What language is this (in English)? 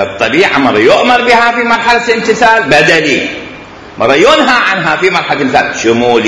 Mesopotamian Arabic